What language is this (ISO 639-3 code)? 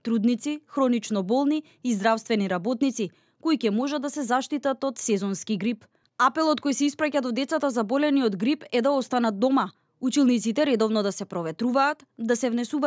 mkd